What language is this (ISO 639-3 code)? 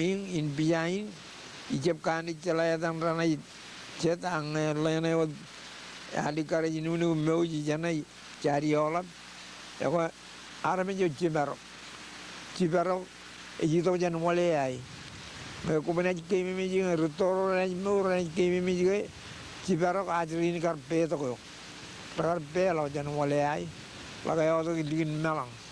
mah